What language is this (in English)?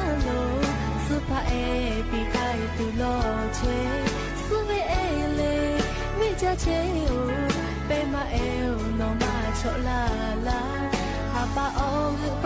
Lahu